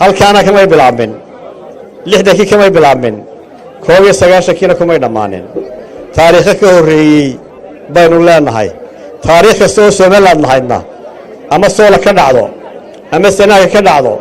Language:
Somali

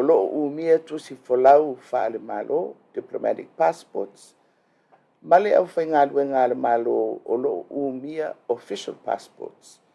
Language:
Samoan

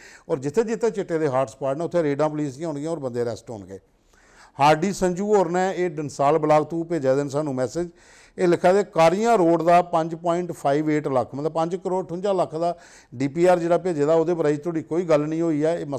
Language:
Dogri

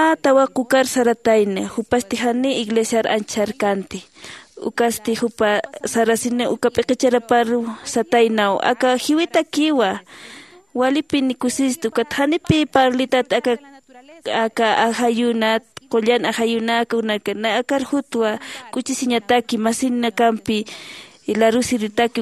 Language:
Aymara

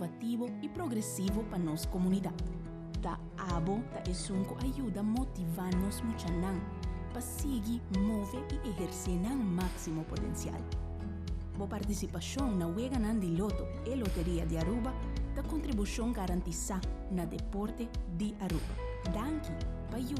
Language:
Papiamento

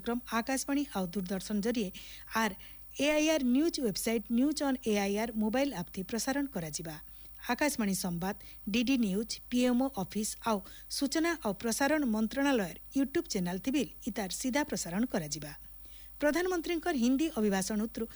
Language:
Odia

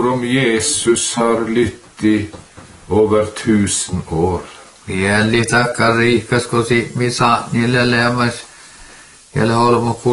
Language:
Norwegian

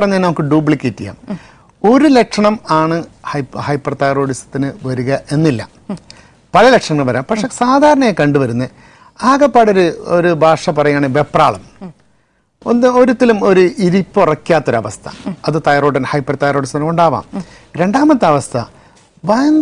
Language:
Malayalam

